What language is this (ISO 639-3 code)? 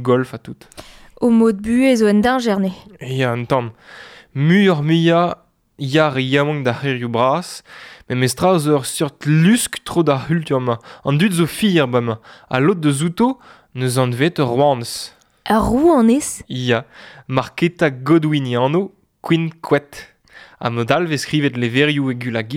bre